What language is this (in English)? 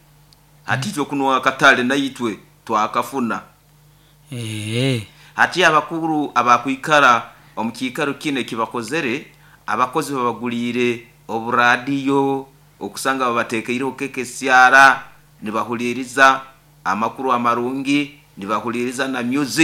Nyoro